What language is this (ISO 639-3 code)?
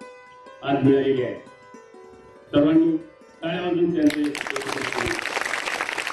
mar